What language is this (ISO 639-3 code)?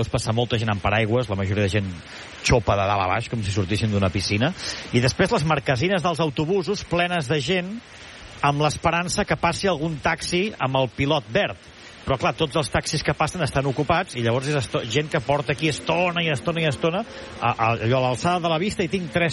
cat